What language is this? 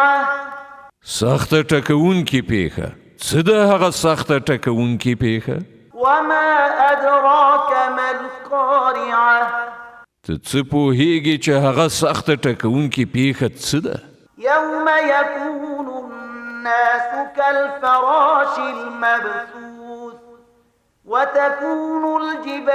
Pashto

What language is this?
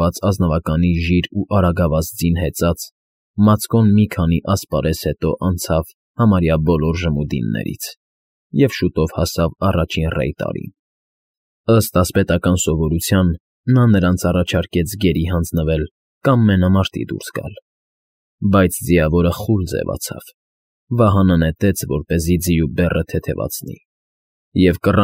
Armenian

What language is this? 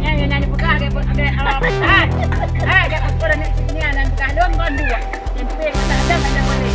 Achinese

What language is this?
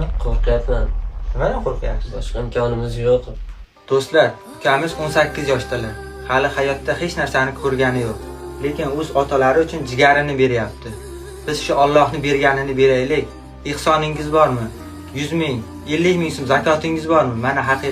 Uzbek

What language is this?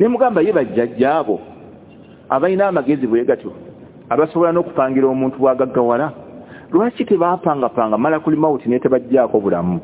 Ganda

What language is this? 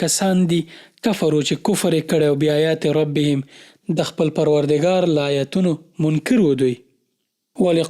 Pashto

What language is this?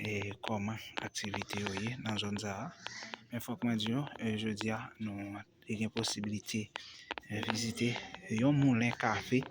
Haitian Creole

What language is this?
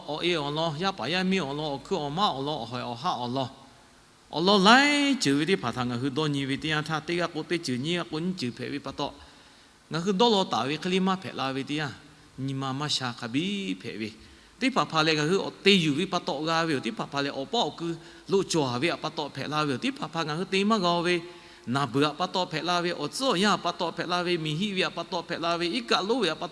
Lahu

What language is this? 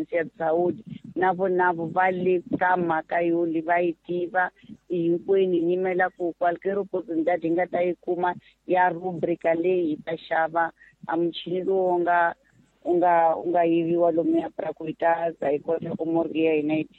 Tsonga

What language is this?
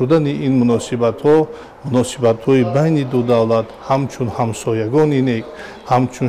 Tajik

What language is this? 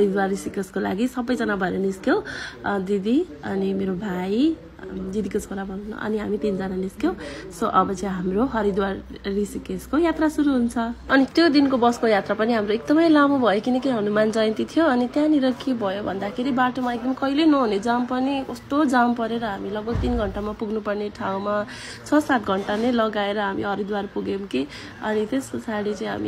Nepali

